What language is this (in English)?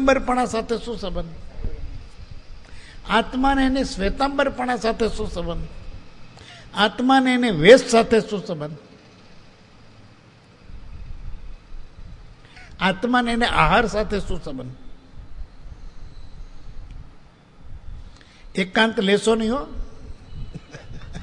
Gujarati